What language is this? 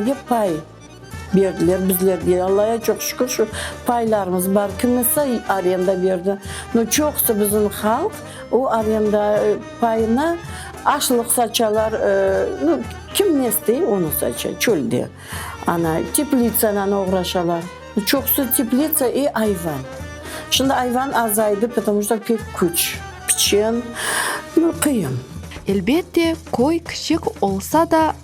Crimean Tatar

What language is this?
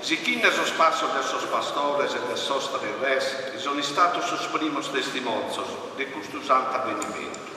Sardinian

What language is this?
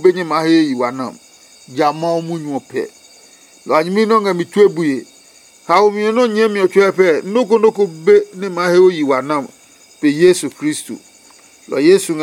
Adangme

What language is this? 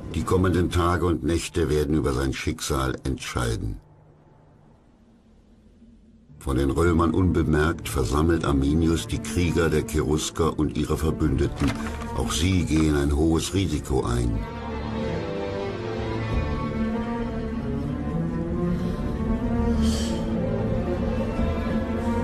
German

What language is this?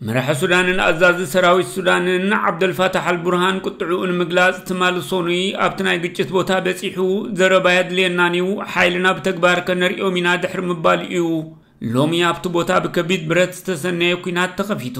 Tigrinya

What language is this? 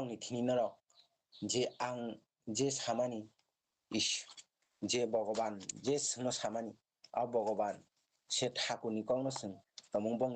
Kok Borok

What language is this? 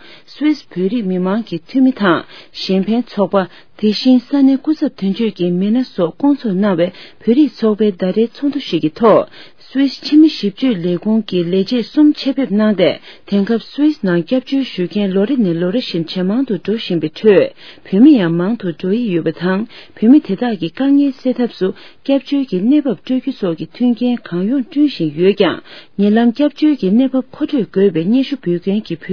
Tibetan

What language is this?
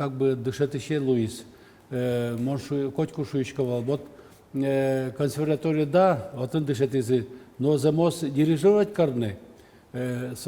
Udmurt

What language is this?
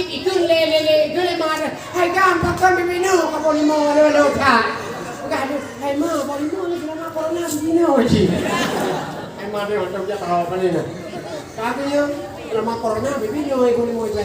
Achinese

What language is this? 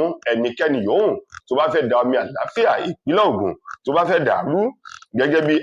Yoruba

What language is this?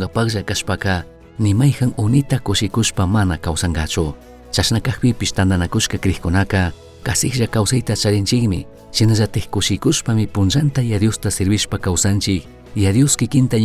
Chimborazo Highland Quichua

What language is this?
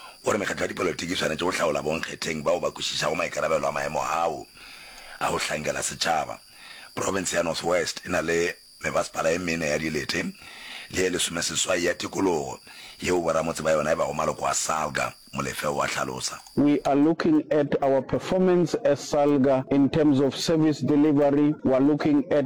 Northern Sotho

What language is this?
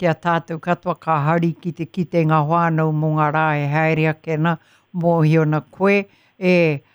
Māori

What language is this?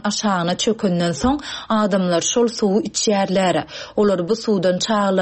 Turkmen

